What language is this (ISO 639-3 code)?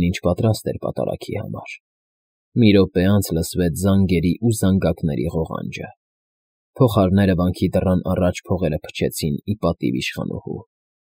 hye